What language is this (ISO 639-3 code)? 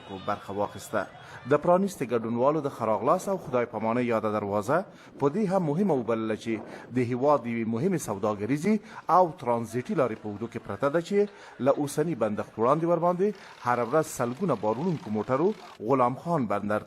pus